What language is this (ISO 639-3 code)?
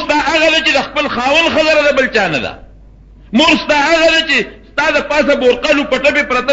pus